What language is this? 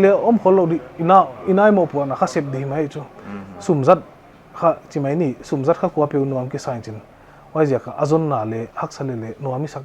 Paite Chin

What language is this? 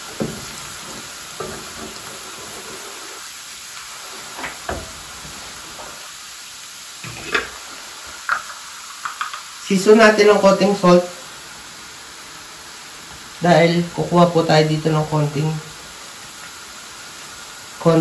Filipino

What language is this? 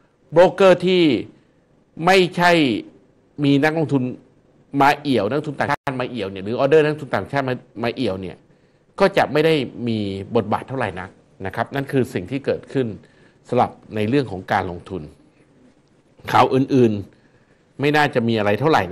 Thai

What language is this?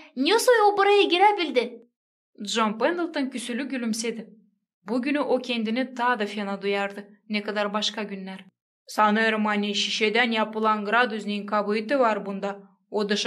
Gagauz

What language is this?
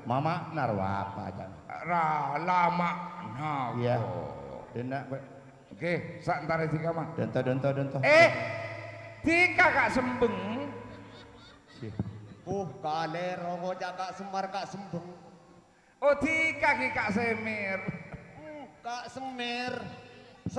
Madurese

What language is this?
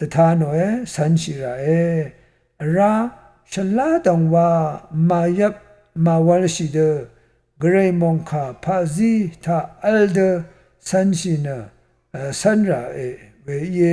Rawang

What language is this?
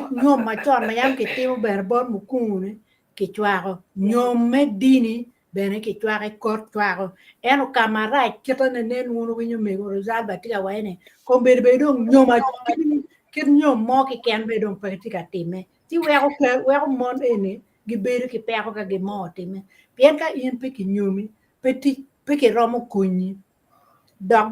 Acoli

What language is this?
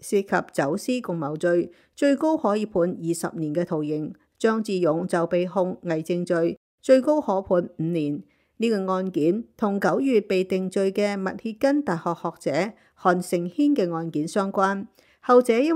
Cantonese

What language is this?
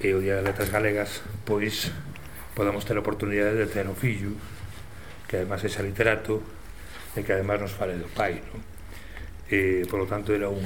Galician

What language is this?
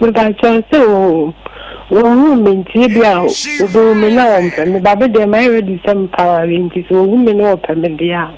Akan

